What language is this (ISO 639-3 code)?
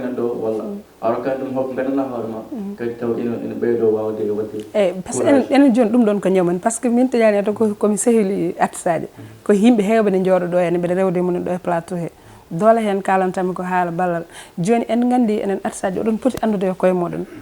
ful